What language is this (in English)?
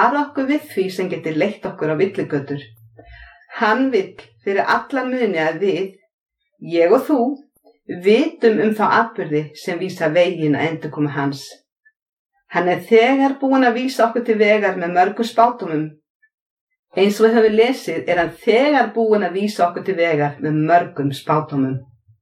Icelandic